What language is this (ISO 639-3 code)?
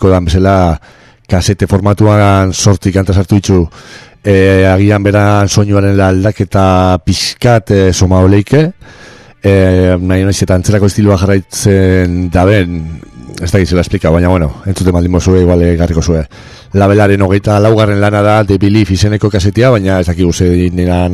eus